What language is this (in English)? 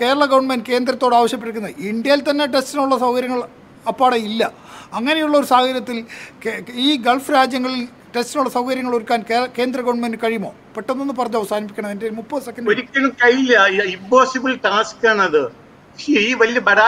Malayalam